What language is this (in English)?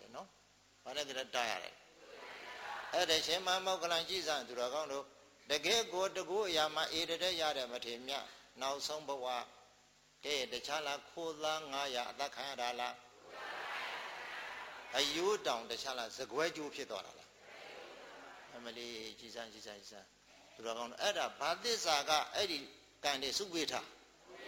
Burmese